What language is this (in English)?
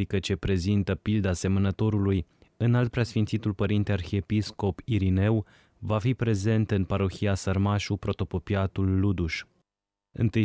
Romanian